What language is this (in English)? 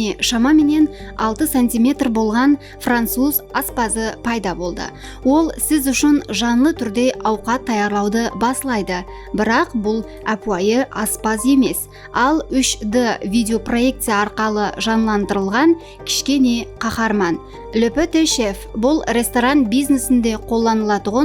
Kara-Kalpak